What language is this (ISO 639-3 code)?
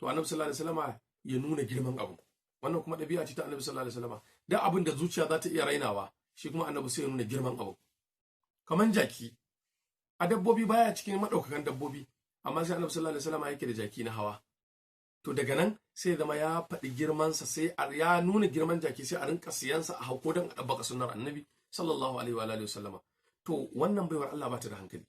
hau